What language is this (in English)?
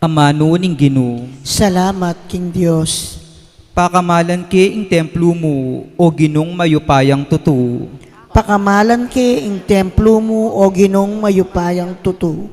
Pampanga